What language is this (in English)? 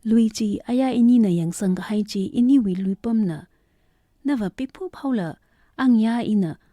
Tangkhul Naga (India)